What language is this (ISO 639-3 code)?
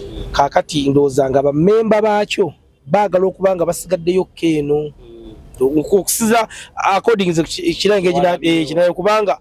lug